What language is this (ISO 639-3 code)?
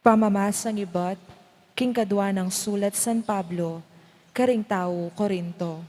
pam